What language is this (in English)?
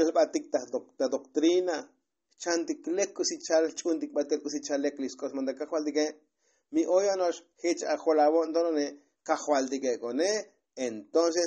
Tzotzil